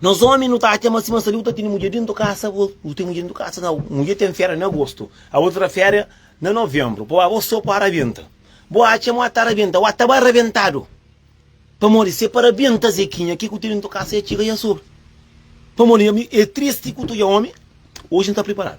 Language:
Kabuverdianu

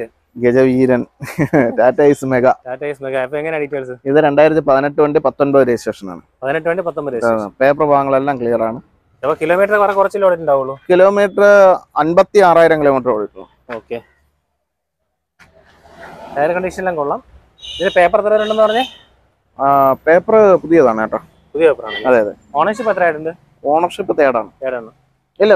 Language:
Malayalam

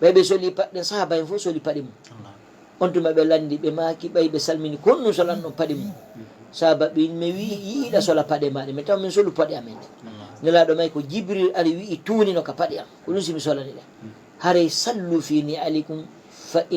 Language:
Fula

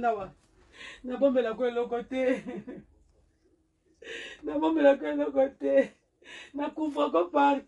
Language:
Lingala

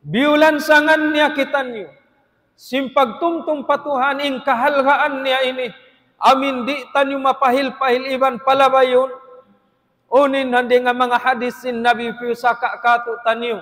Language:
Tausug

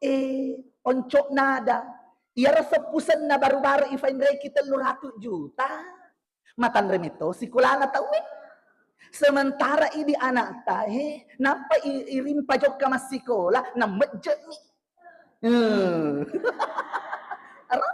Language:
Buginese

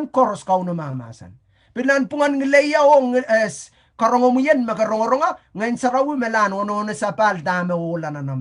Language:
Pohnpeian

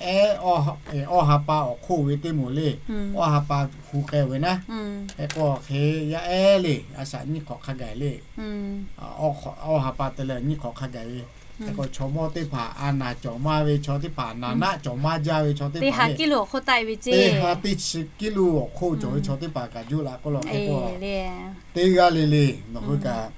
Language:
Lahu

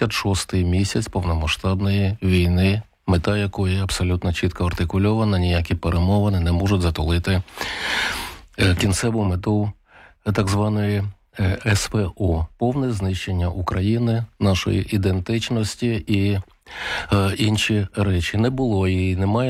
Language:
Ukrainian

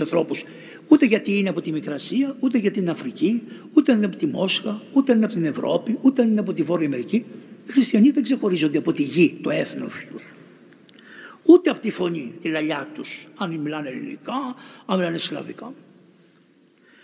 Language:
Greek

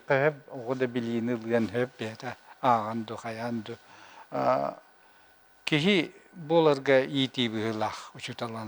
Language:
Yakut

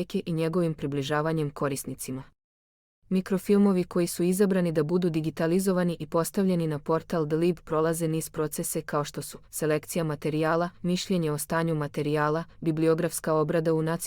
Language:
Macedonian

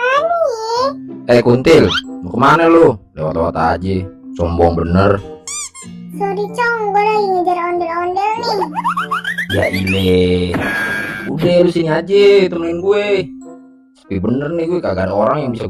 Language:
Betawi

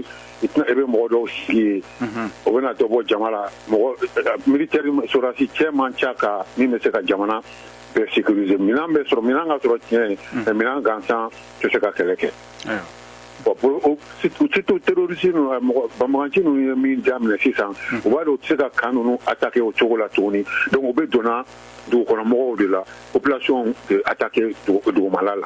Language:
Bambara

